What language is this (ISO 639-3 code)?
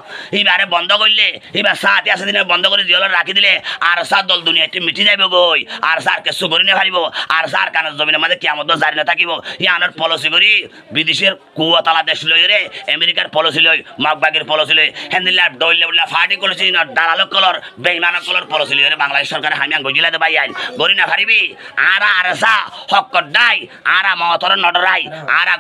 rhg